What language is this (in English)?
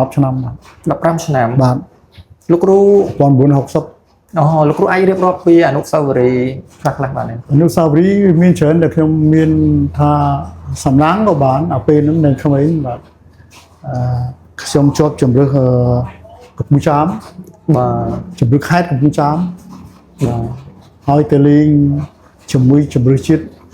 Khmer